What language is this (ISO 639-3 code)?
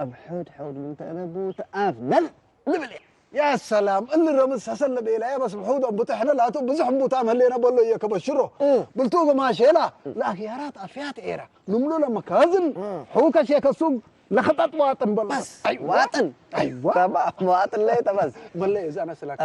tig